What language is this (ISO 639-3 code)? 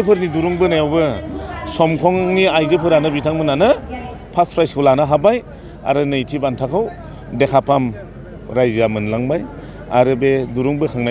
brx